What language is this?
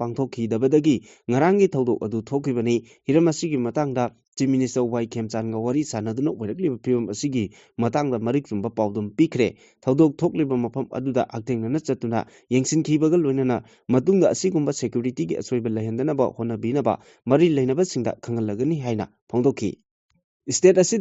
Manipuri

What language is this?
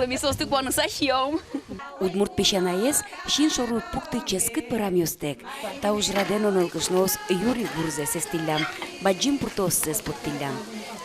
Udmurt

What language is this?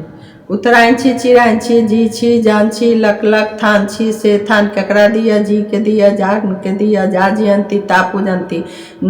Maithili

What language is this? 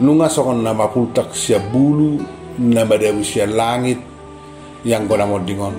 Batak Toba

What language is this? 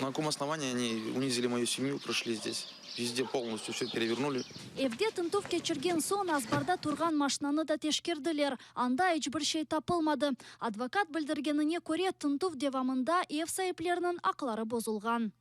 Crimean Tatar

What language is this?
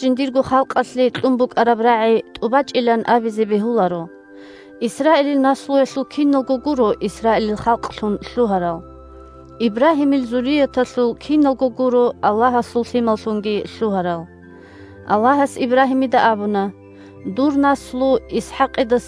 Avaric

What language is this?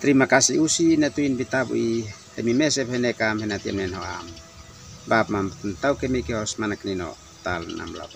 Uab Meto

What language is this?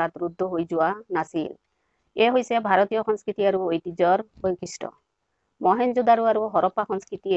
Assamese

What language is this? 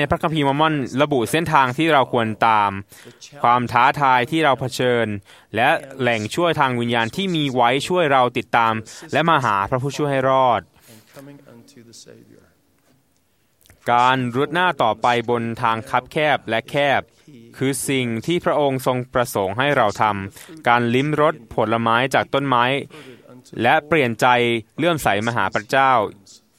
Thai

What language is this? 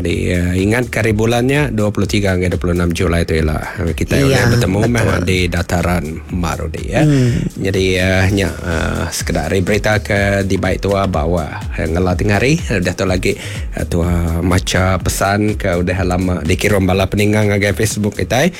Iban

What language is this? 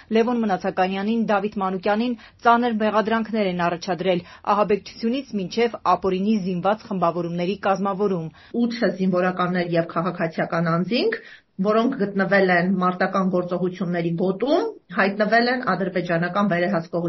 Armenian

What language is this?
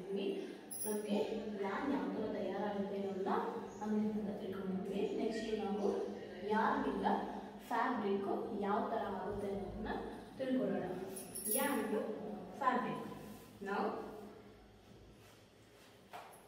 Kannada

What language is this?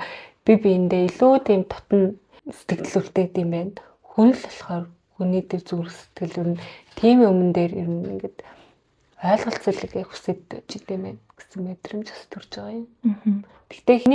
Mongolian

